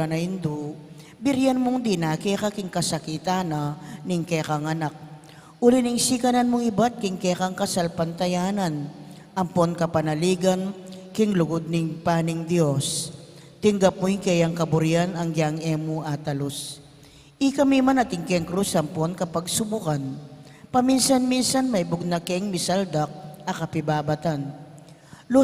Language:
Pampanga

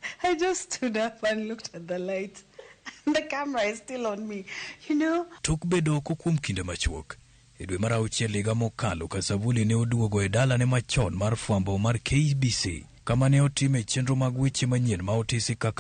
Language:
Luo (Kenya and Tanzania)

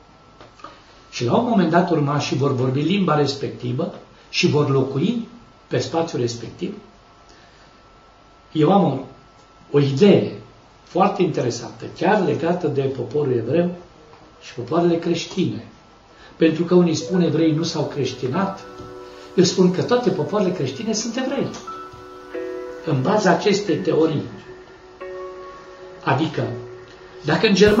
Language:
Romanian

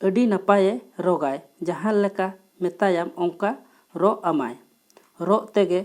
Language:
Santali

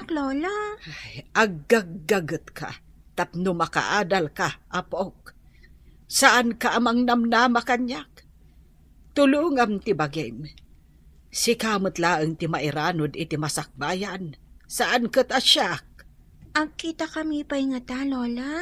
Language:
Iloko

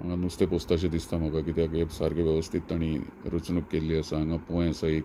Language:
Konkani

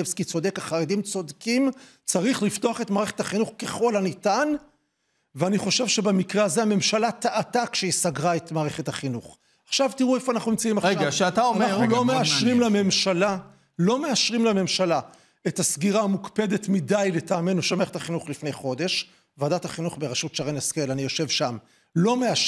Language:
Hebrew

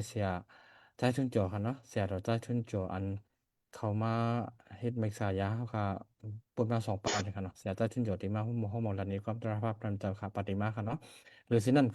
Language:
Shan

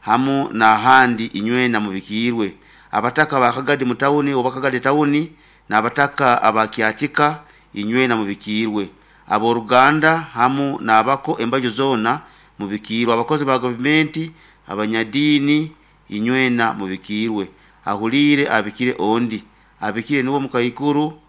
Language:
Nyoro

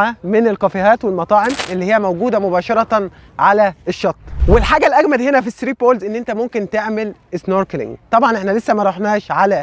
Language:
Egyptian Arabic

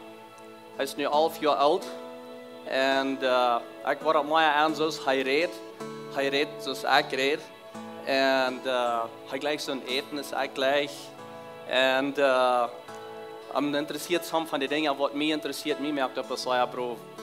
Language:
Plautdietsch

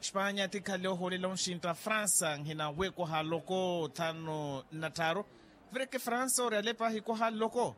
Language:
Makhuwa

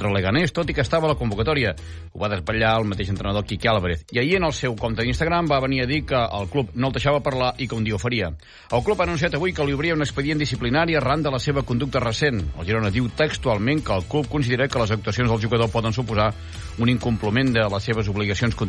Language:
Catalan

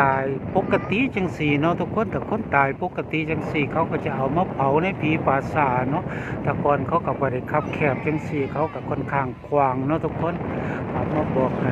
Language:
Northeastern Thai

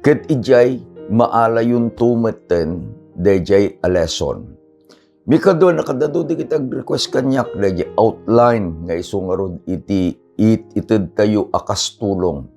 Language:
Iloko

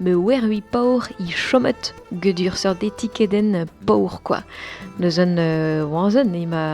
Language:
Breton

